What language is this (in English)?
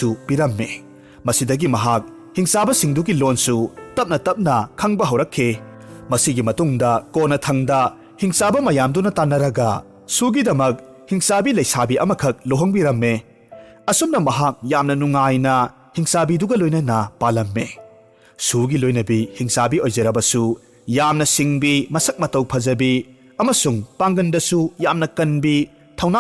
Manipuri